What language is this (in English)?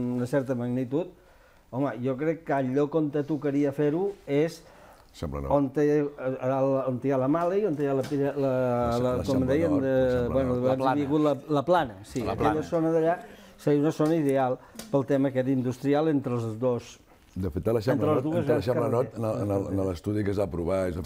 Catalan